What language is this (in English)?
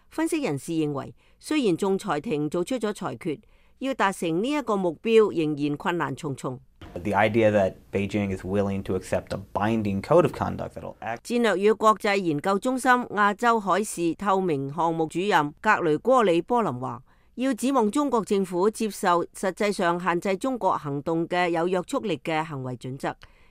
Cantonese